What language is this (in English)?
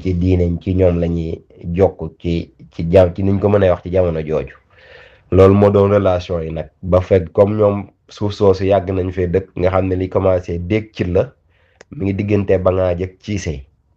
Wolof